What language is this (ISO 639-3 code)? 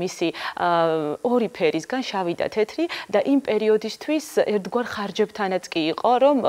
kat